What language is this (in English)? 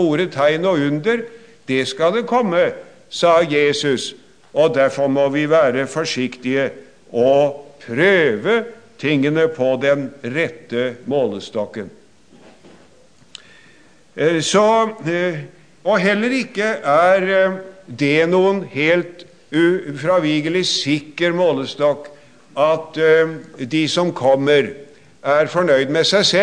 Norwegian